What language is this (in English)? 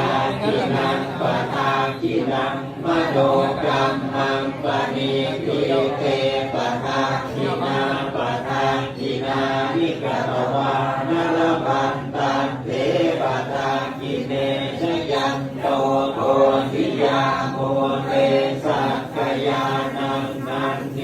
Pali